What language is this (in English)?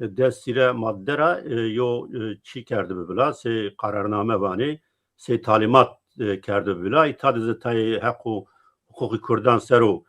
Zaza